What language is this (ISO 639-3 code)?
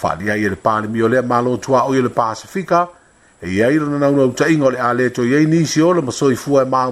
smo